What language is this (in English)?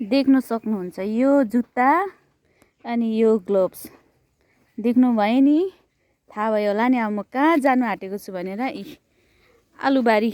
Nepali